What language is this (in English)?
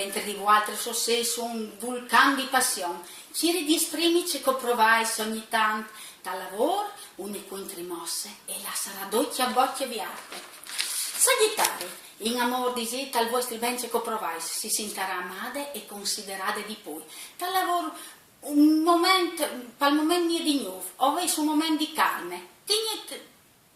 Friulian